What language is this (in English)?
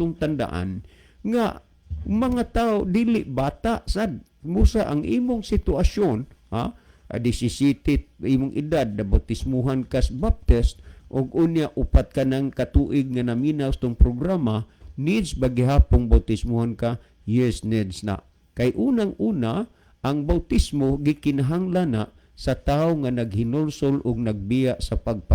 Cebuano